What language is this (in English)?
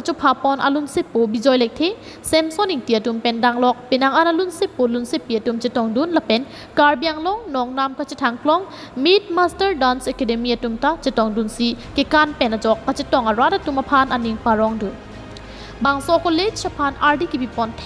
Karbi